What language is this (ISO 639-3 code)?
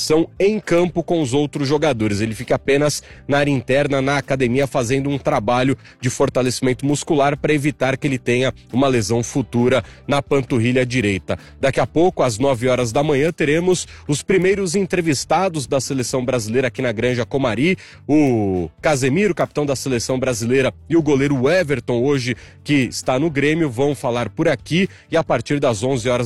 por